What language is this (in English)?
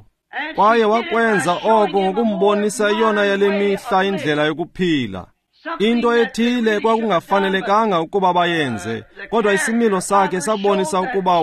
Xhosa